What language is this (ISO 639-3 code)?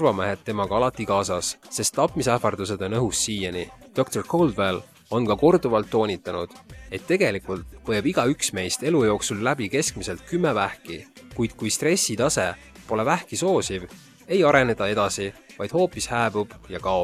est